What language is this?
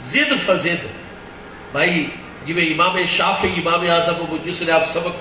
Saraiki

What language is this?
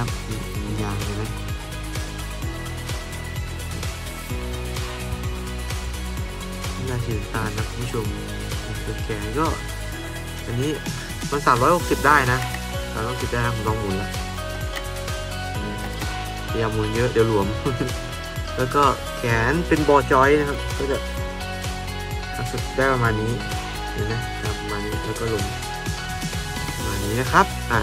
Thai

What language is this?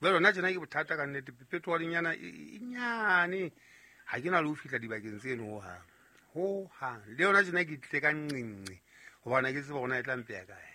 Southern Sotho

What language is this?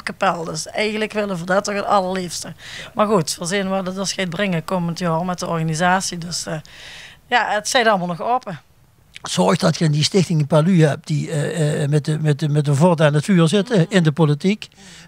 Limburgish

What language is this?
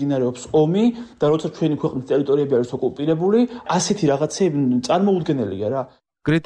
Georgian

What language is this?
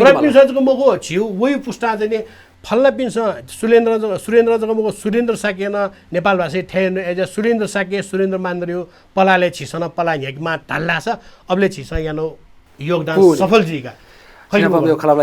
Newari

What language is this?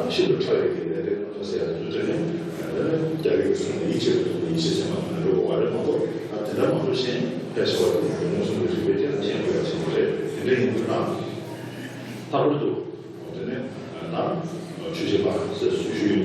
Tibetan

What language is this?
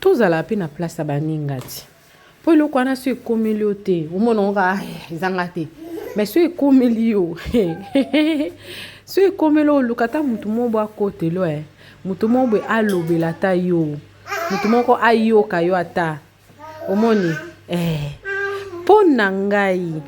Lingala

